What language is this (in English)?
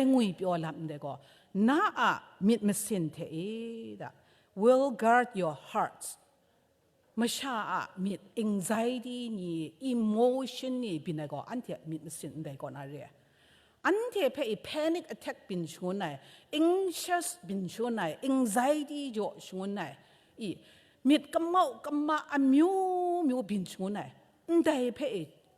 Kachin